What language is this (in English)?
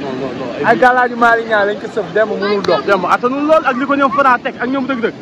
Wolof